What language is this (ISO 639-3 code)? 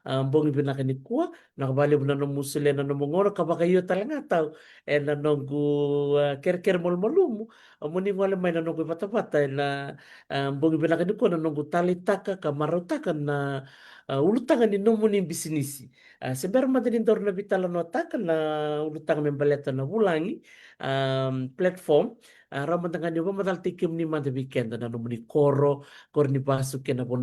fij